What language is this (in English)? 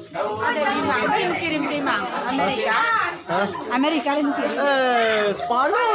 Sasak